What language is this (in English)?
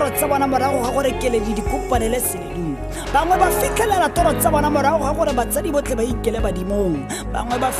Tswana